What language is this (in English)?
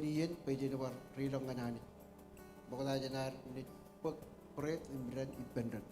Marshallese